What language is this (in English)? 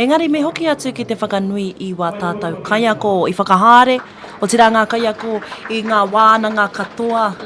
Māori